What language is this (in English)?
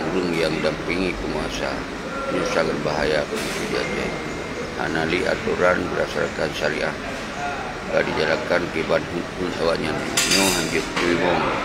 Achinese